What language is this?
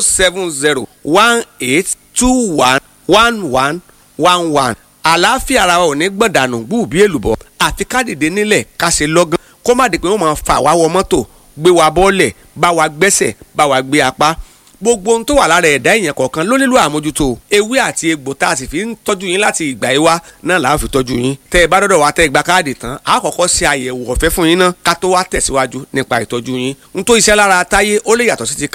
Yoruba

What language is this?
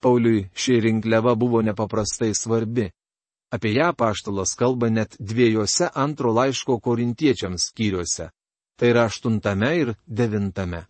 Lithuanian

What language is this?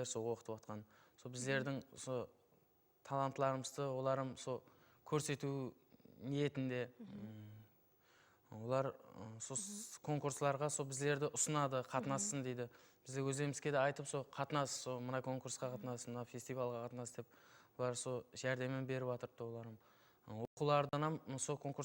Kara-Kalpak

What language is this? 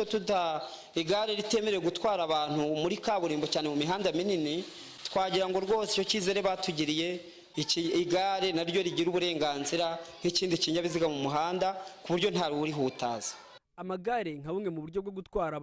Kinyarwanda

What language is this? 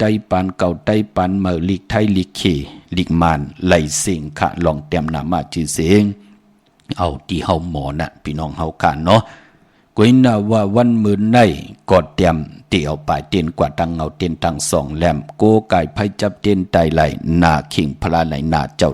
Shan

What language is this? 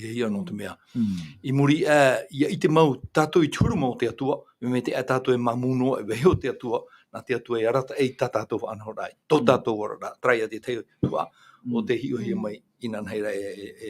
Tahitian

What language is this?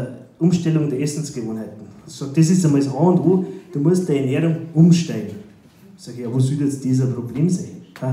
Bavarian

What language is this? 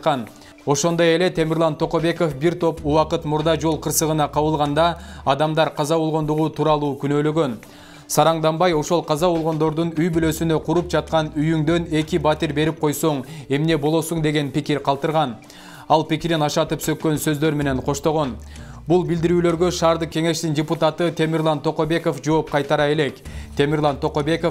Kyrgyz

